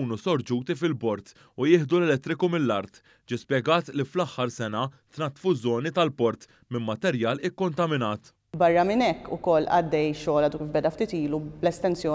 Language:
Maltese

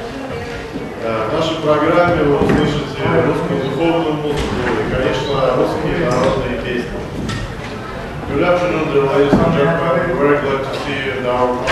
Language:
Russian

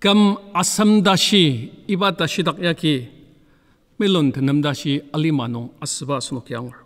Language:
Ao Naga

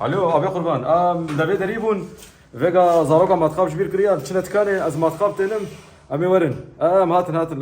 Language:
Kurdish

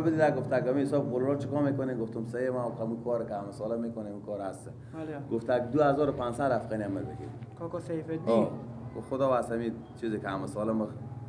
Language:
Persian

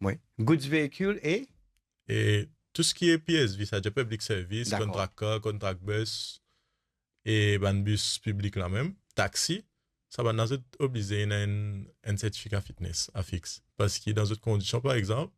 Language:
Morisyen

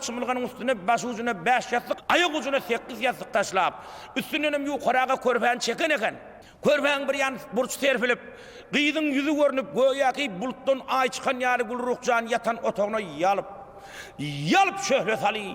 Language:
Turkmen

